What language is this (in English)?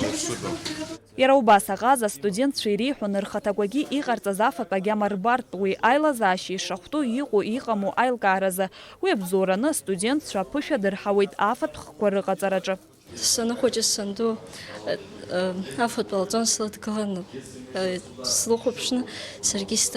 Abkhazian